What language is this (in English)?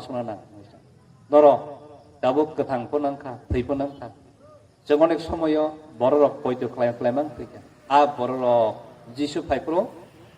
Kok Borok